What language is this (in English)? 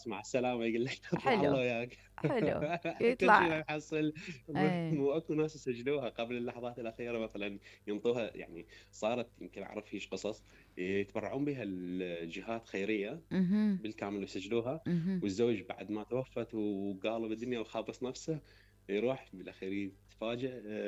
Mesopotamian Arabic